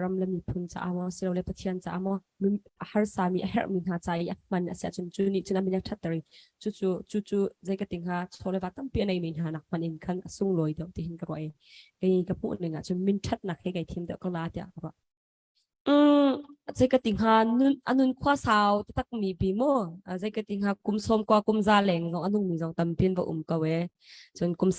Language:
Hakha Chin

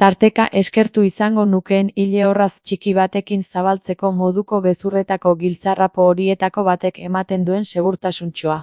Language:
Basque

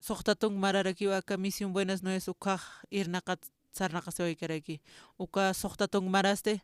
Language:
Aymara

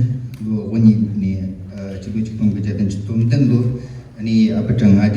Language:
Tibetan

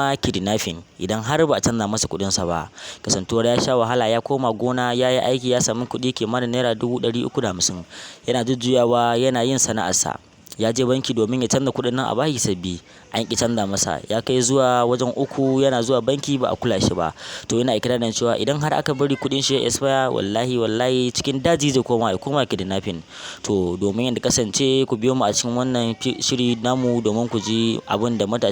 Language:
Hausa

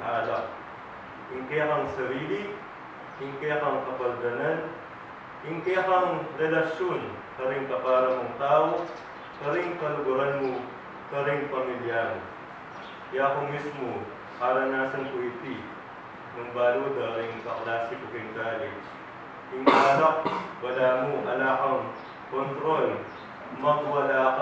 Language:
Pampanga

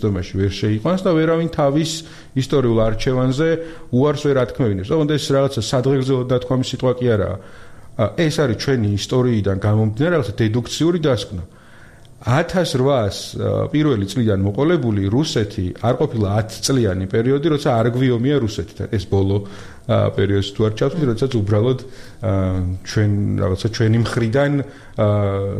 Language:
Georgian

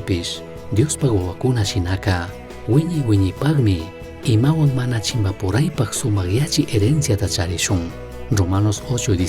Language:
Chimborazo Highland Quichua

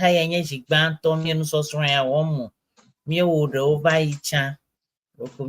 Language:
Ewe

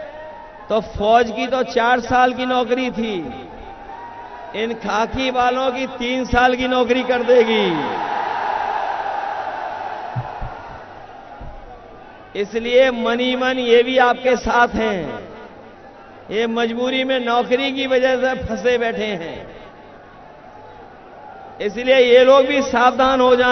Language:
Hindi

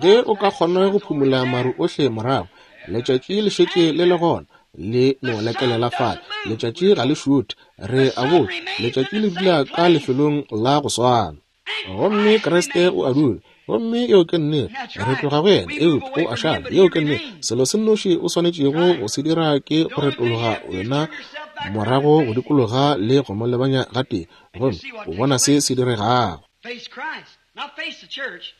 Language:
Northern Sotho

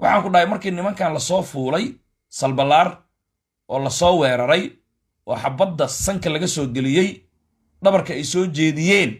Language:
Somali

